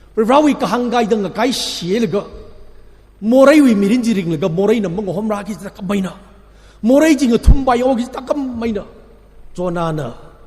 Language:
Tangkhul Naga (India)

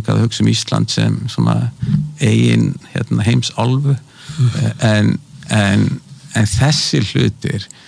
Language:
Icelandic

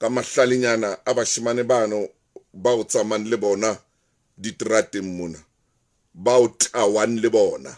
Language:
Southern Sotho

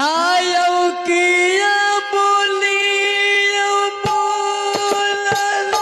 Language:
Maithili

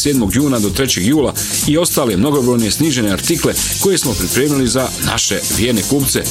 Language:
Bosnian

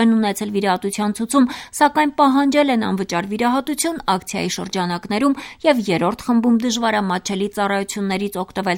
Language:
Armenian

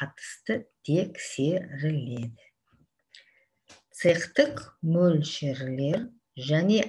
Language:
Kazakh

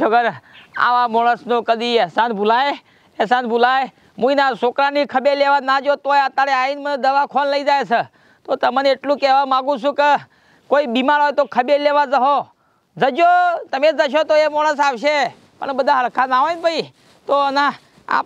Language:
Gujarati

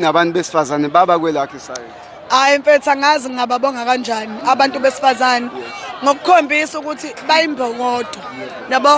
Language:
Zulu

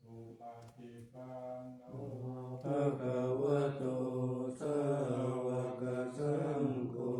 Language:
Pali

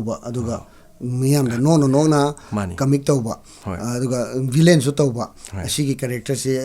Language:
Manipuri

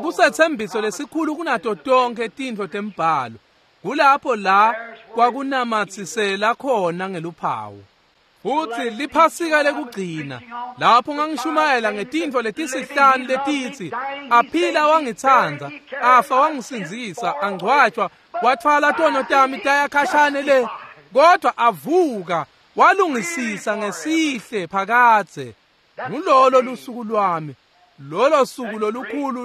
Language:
Swati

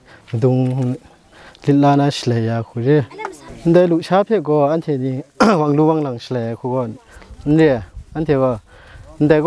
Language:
Kachin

